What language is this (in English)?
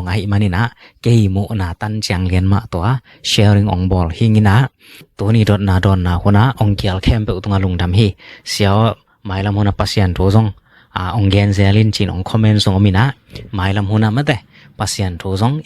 Tedim Chin